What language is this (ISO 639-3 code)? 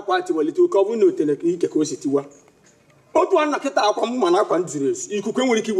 ibo